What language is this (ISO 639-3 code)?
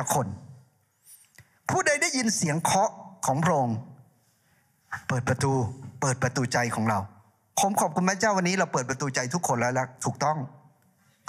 tha